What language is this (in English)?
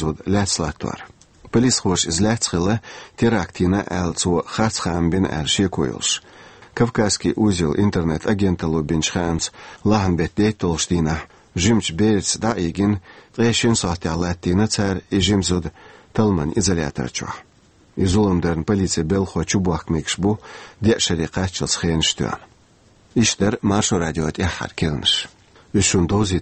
Chechen